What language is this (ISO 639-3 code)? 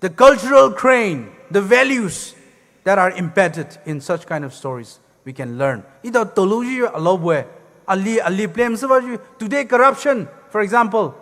pmx